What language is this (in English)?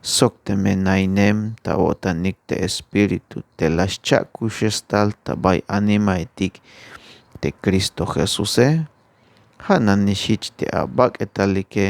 Tzeltal